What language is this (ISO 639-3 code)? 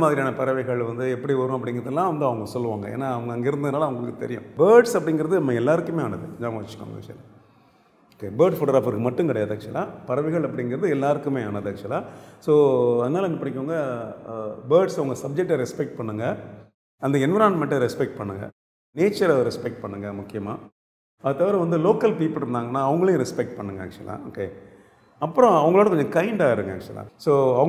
tam